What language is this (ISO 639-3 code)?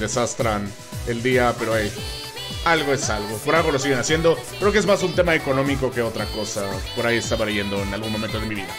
spa